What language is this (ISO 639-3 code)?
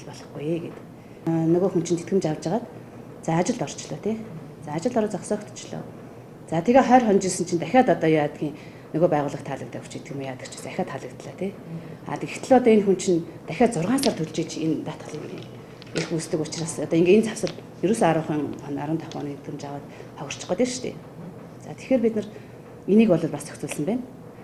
mon